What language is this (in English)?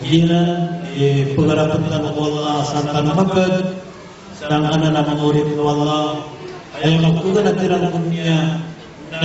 Maranao